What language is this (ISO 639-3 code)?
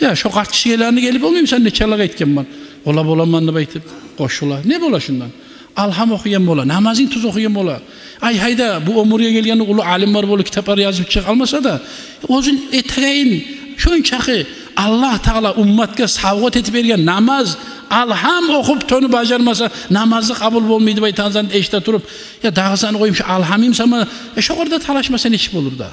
kum